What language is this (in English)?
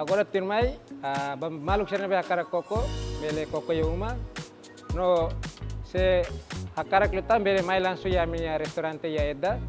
Tetum